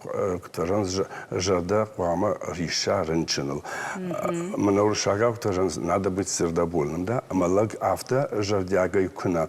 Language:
Ossetic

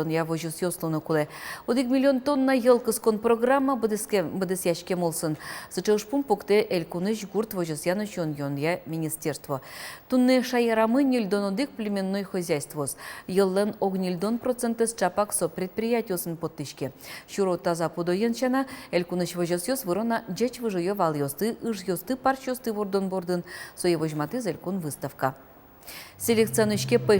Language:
Udmurt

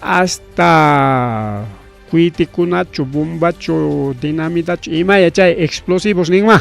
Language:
Ayacucho Quechua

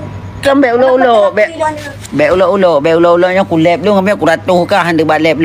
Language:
Achinese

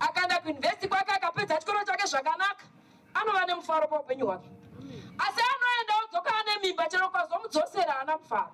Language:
Shona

